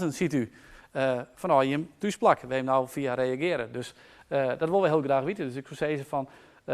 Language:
Western Frisian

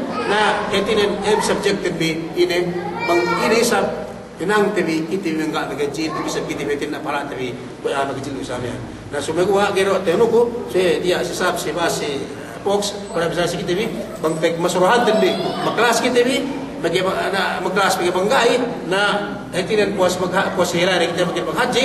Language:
Yakan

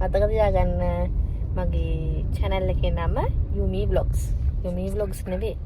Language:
Sinhala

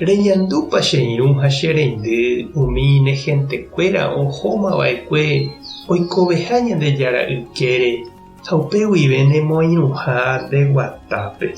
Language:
Guarani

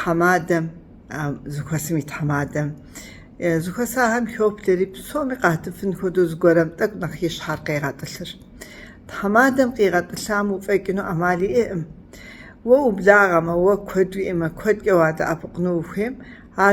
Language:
Kabardian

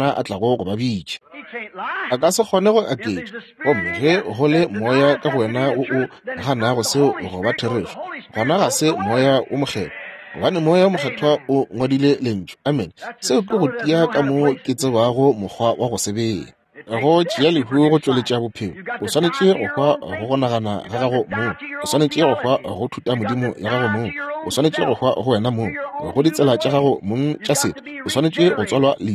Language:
Northern Sotho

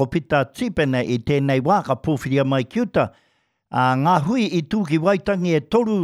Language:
Māori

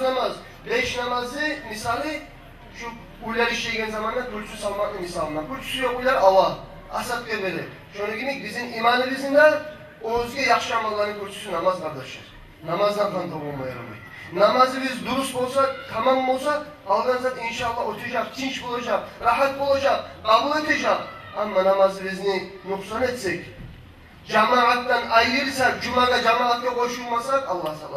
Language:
Kumyk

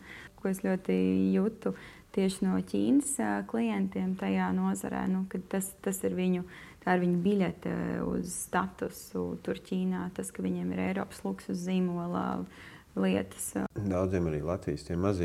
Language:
Latvian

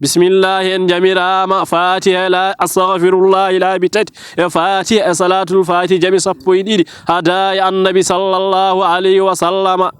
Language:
Fula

